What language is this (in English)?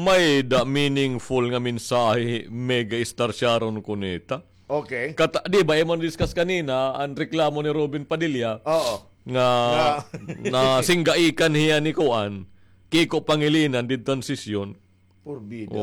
Waray